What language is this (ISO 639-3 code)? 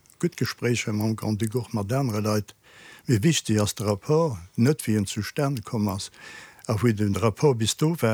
ltz